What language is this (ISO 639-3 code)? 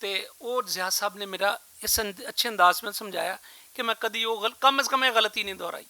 lah